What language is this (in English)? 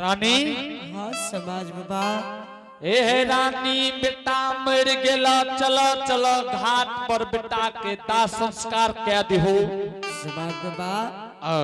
Angika